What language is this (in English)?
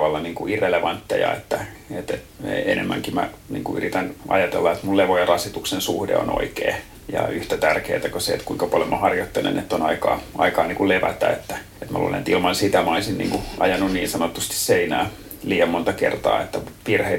Finnish